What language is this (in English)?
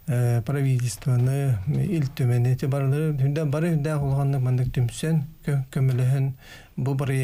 Yakut